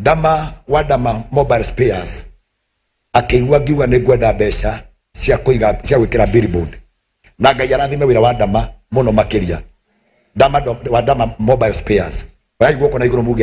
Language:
Kikuyu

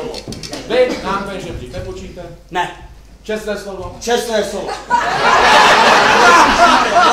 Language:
Czech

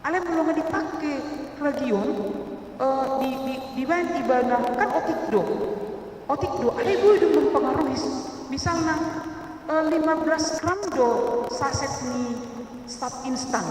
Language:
Batak Toba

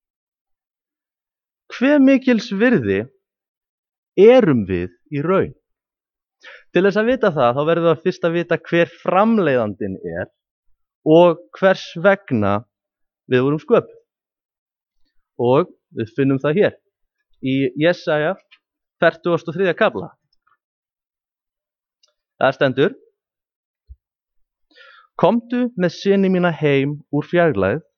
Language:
Icelandic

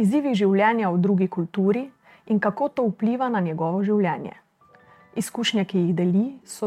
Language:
Slovenian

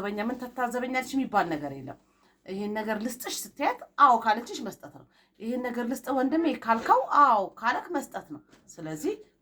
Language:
Amharic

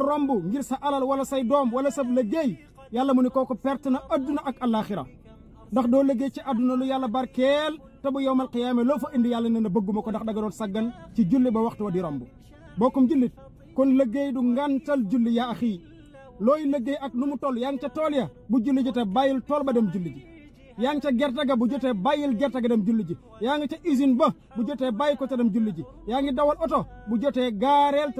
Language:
Wolof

